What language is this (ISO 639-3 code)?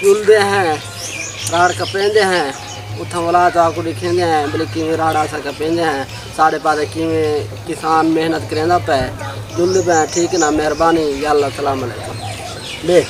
skr